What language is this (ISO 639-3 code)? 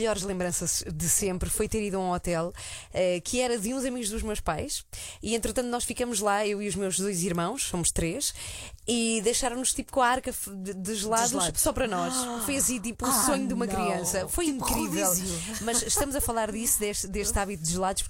por